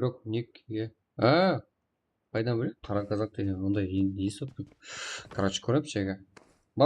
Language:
Kara-Kalpak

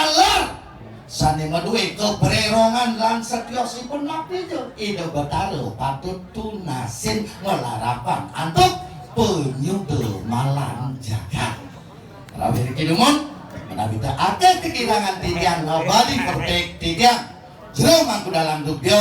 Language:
Balinese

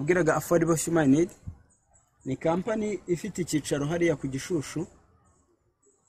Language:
Kinyarwanda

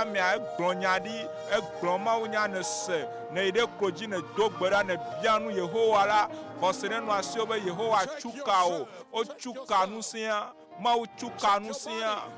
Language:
Ewe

